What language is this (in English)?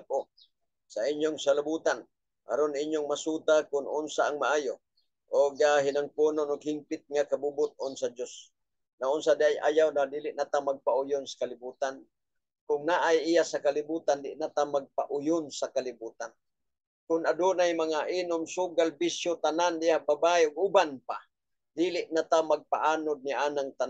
Cebuano